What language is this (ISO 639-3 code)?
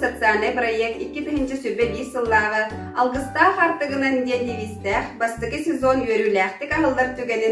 sah